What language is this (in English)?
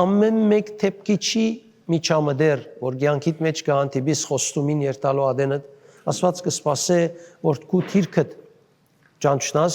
Western Armenian